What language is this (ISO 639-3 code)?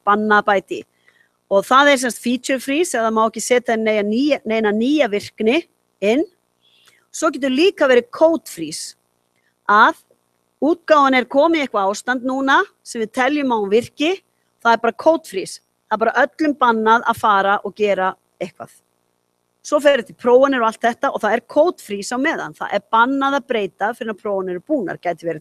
isl